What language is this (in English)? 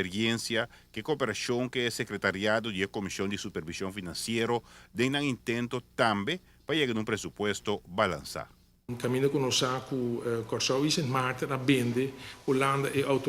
Papiamento